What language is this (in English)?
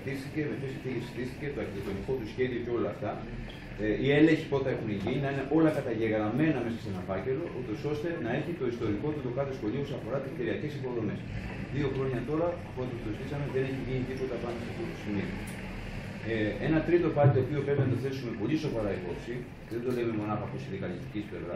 Greek